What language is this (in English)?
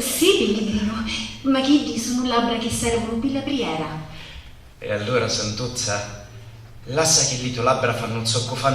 Sicilian